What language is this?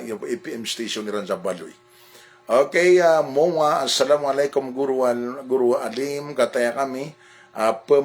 Maranao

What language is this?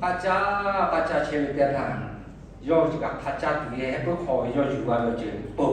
Lahu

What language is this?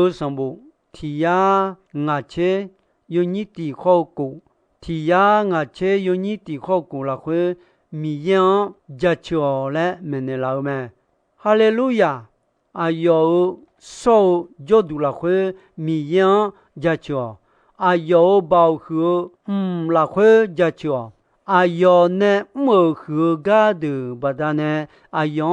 Akha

